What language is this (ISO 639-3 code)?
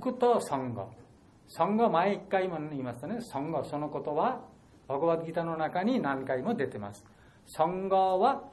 jpn